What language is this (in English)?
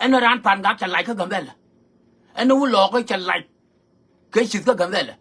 Nuer